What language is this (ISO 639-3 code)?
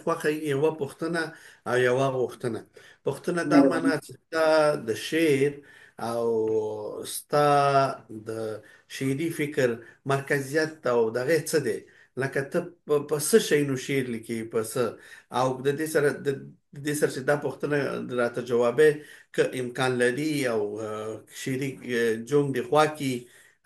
pus